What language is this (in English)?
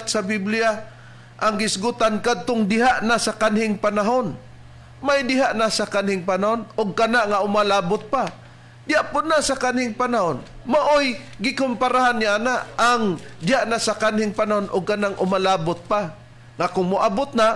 Cebuano